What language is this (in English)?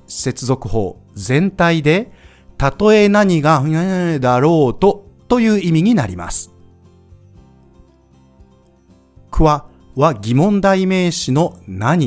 Japanese